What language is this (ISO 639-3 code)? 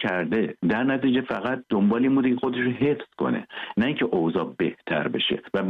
fas